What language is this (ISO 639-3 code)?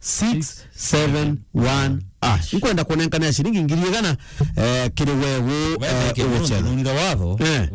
mer